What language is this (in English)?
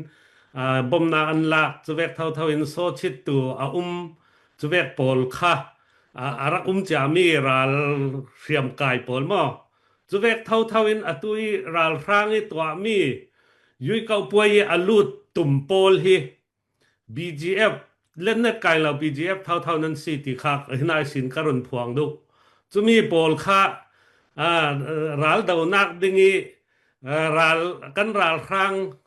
Falam Chin